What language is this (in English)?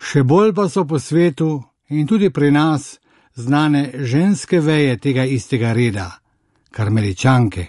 Slovenian